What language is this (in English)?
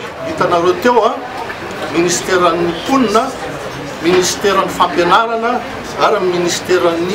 Malagasy